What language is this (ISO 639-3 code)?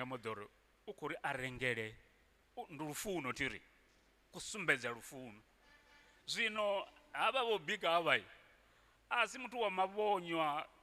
ven